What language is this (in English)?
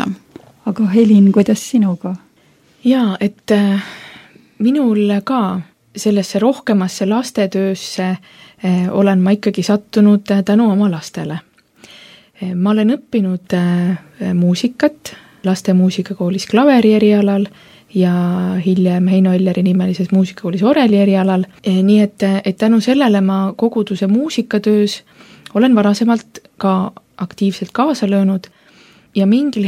Estonian